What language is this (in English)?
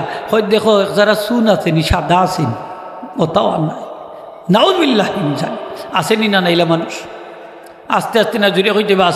Sylheti